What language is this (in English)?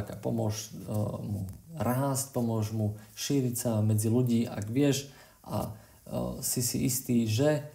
Slovak